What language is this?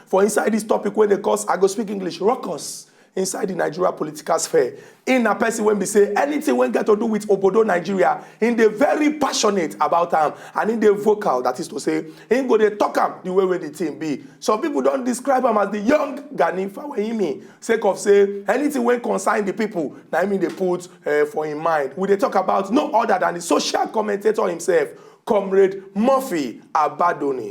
Nigerian Pidgin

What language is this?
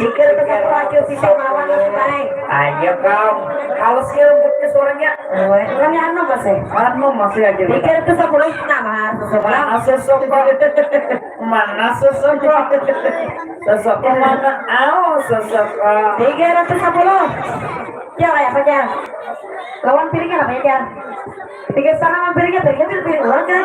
Banjar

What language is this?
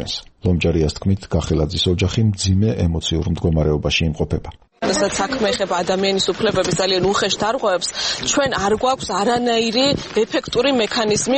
Georgian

